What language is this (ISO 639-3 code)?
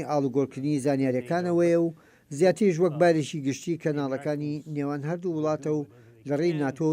ckb